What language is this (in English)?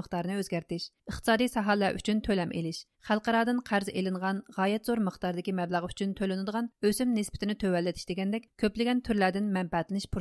Uyghur